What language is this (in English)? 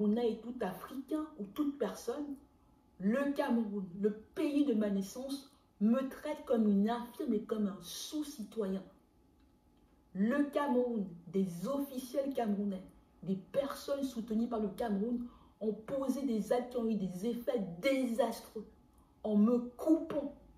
French